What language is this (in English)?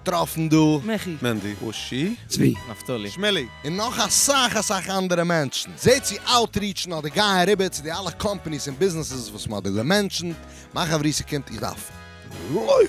Yiddish